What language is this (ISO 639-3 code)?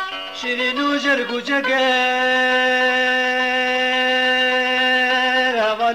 fas